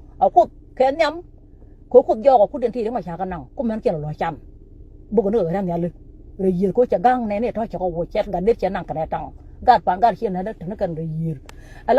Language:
Nuer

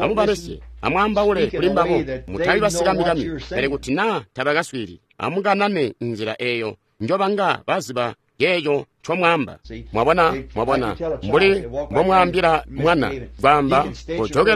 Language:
Tonga (Zambia)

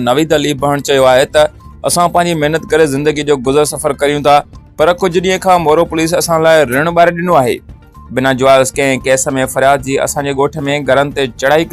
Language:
Sindhi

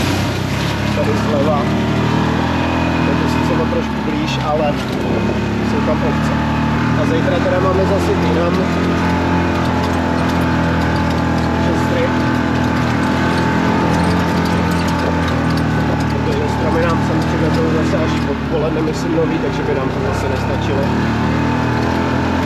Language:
Czech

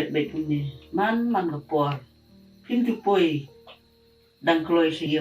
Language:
Khasi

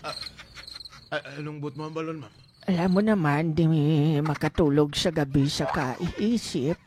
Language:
Hiligaynon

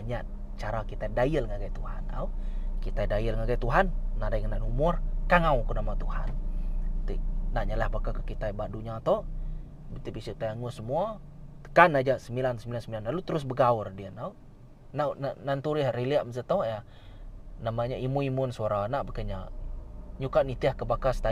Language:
Iban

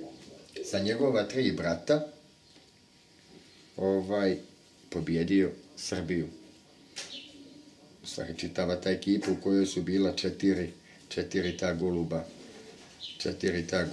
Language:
Croatian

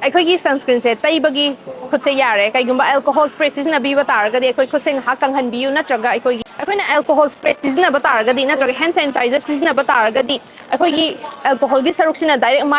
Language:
Manipuri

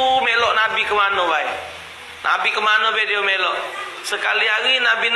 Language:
Musi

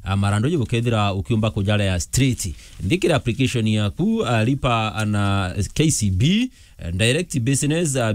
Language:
Meru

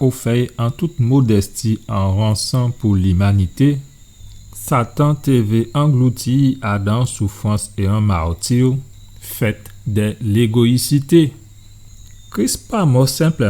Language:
Guadeloupean Creole French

